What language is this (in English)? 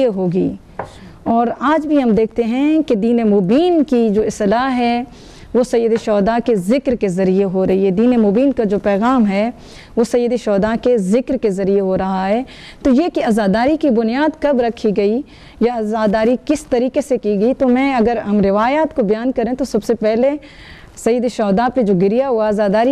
Urdu